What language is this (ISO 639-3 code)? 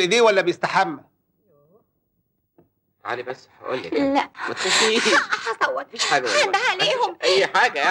arz